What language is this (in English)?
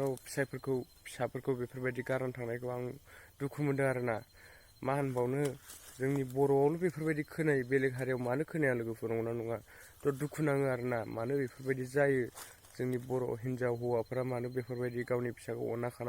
Bodo